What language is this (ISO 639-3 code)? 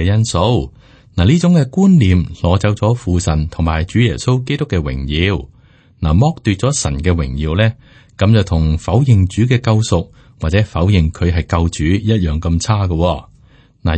yue